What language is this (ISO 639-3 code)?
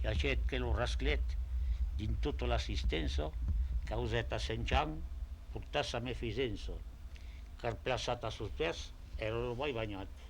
oci